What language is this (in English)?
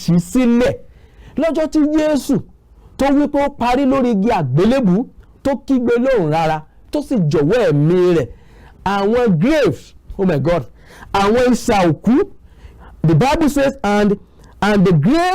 Yoruba